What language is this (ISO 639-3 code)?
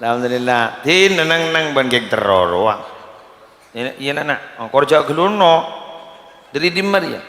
mad